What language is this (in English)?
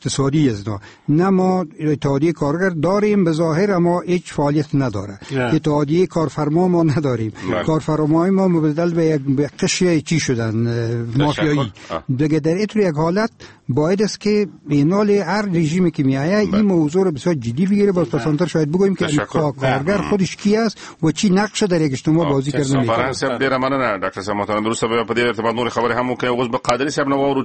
Persian